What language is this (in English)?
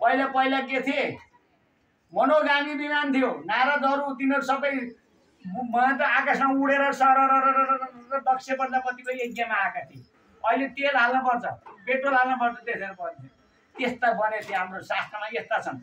Nepali